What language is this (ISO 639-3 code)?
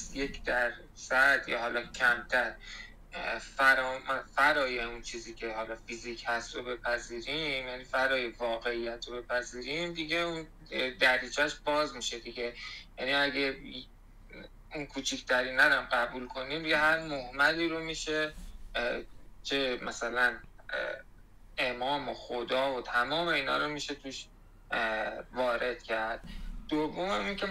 fas